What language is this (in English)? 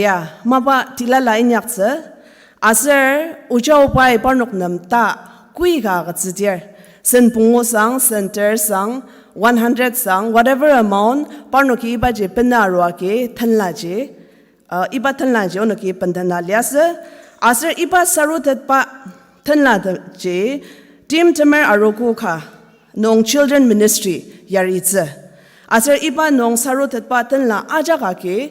Ao Naga